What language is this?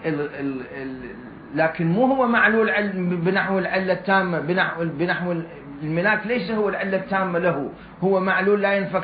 Mesopotamian Arabic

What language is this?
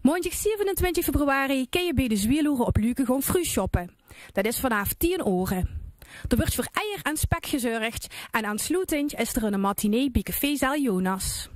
Limburgish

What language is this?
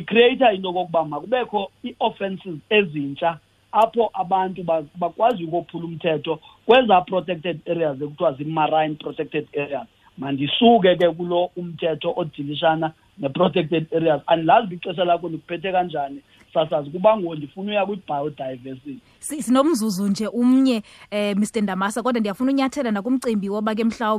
Xhosa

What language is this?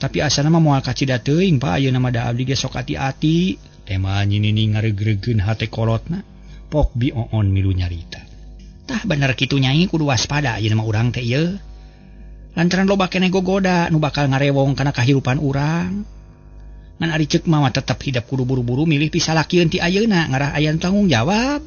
Sundanese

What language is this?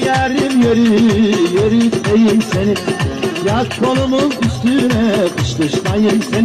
South Azerbaijani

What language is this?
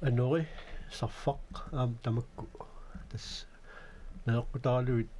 Kalaallisut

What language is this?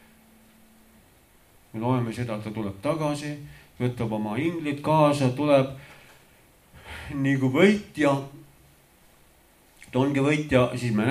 Estonian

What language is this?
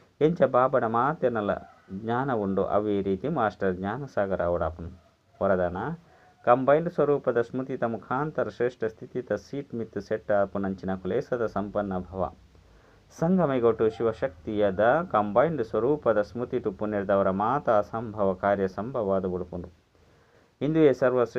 Tulu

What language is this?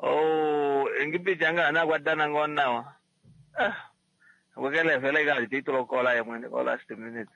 Kuanyama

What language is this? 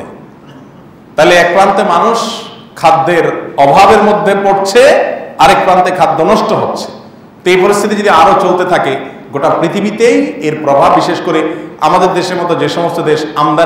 Bangla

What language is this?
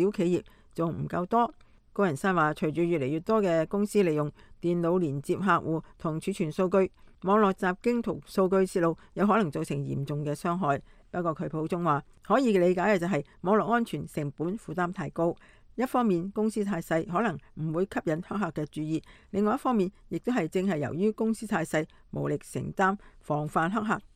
Cantonese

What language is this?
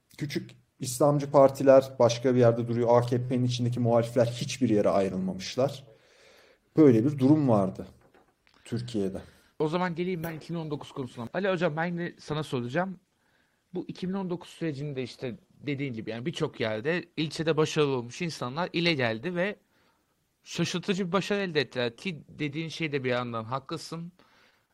Turkish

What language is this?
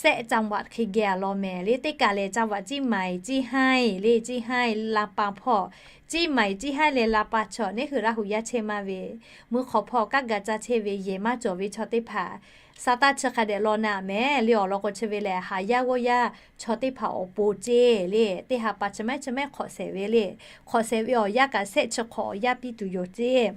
Lahu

